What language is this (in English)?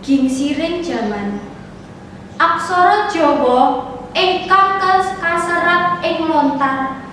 Javanese